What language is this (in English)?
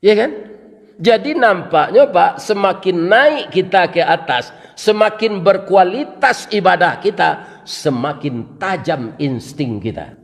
Minangkabau